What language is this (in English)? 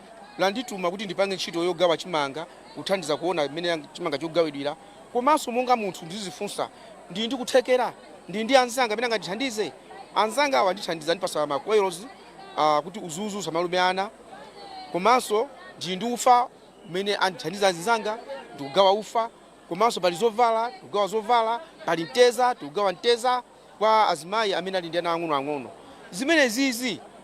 Nyanja